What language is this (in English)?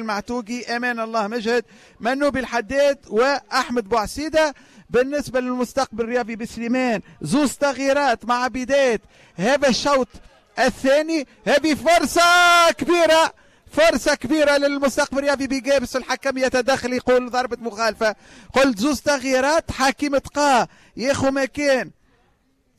Tunisian Arabic